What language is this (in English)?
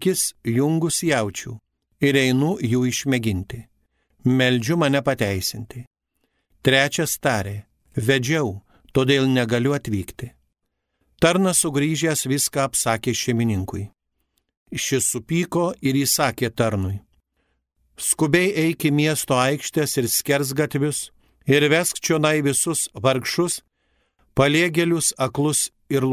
Lithuanian